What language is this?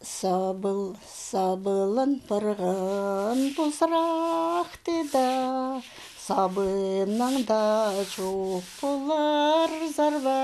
Khakas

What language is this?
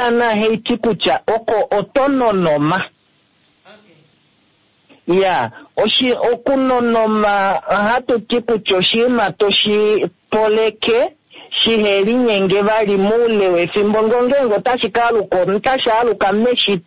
Kuanyama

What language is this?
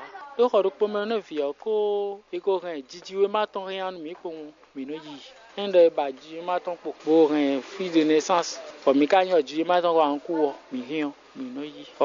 Fon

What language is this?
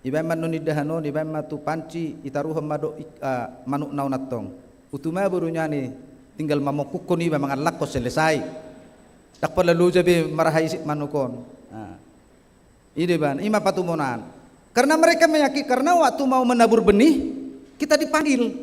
Batak Toba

